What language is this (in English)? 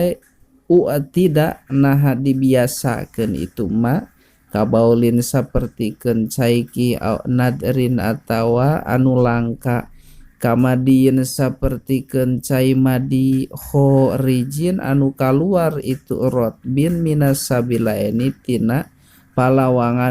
Sundanese